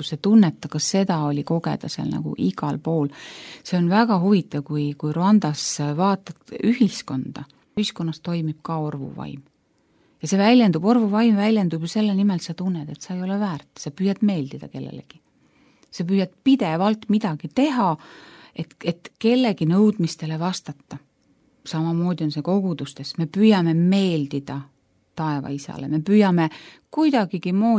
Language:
Estonian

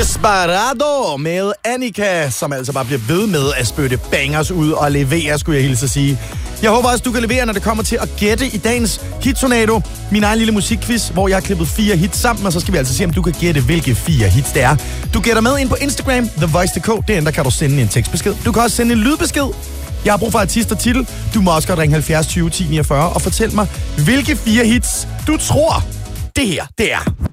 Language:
Danish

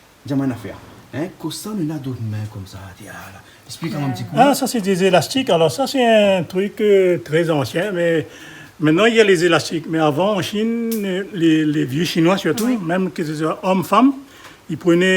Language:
Réunion Creole French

